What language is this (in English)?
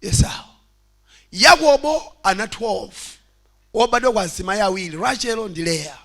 Nyanja